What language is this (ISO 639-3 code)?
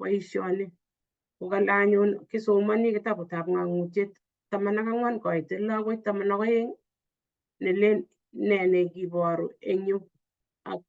kln